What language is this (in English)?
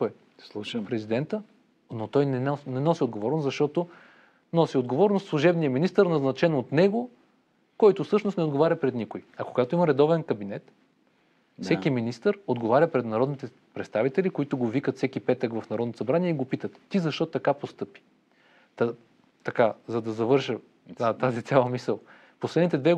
Bulgarian